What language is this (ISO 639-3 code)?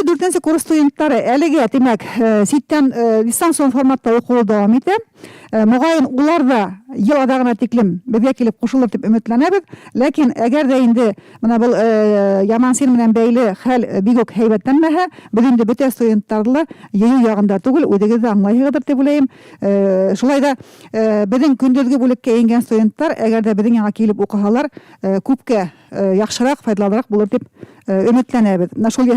bak